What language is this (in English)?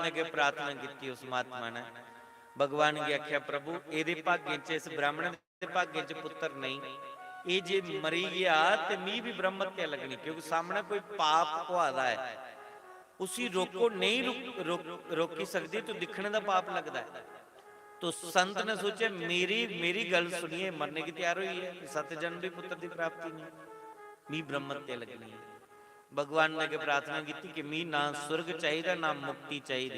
Dogri